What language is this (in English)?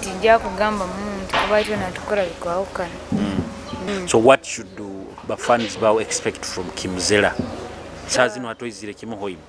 Nyoro